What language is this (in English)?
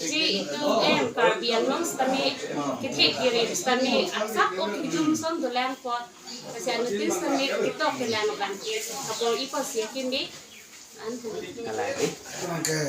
Karbi